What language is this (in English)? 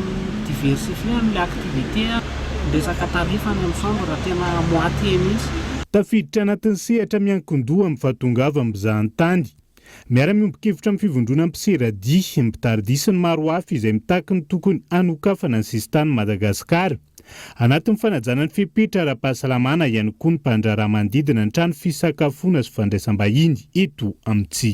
Malagasy